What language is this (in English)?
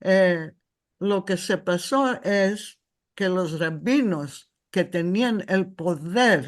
Ladino